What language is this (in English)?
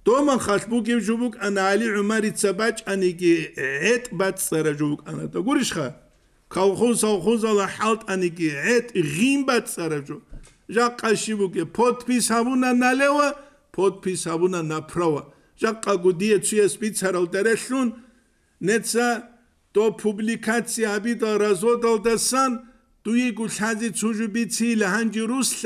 Avaric